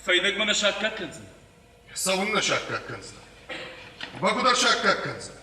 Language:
Ossetic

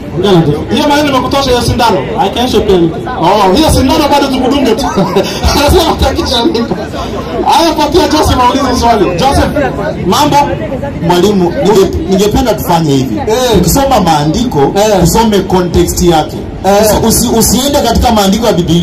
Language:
Swahili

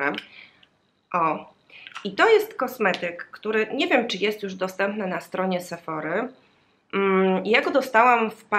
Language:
Polish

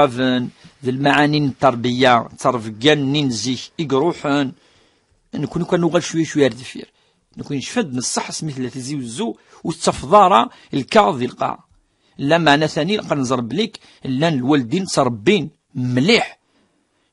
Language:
Kabyle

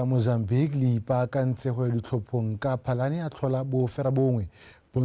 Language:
Tswana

